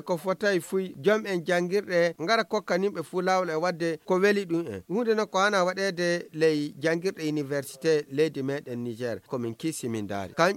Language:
Fula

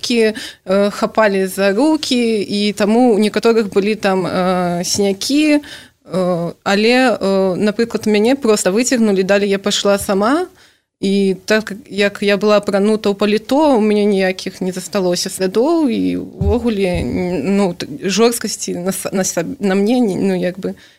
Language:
Belarusian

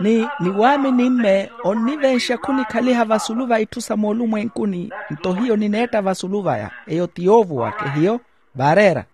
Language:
Makhuwa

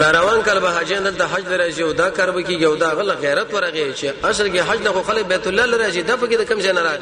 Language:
Pashto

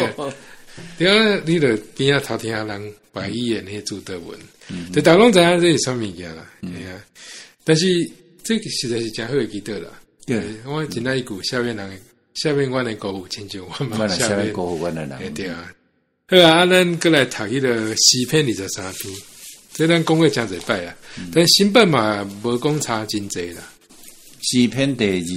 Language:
Min Nan Chinese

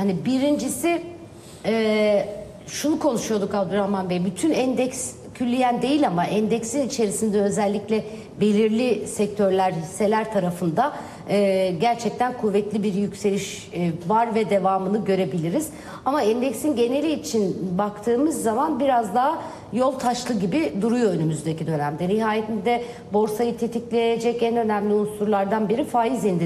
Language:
Turkish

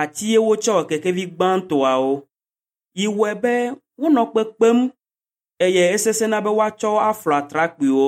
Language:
Ewe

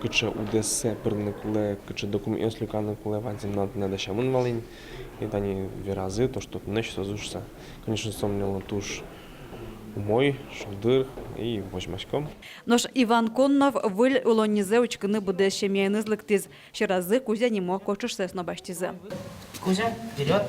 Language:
Udmurt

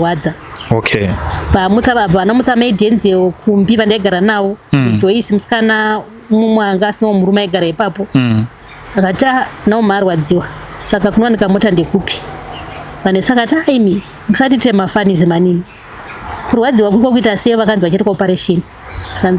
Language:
Shona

